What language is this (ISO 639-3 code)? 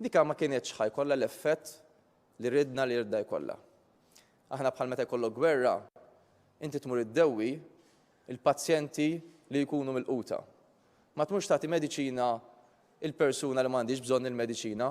mlt